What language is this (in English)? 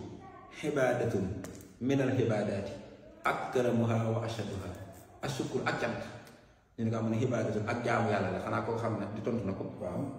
Wolof